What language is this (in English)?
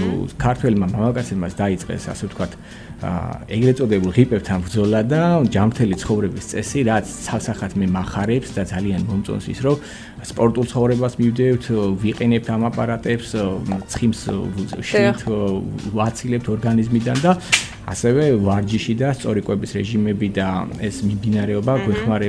Georgian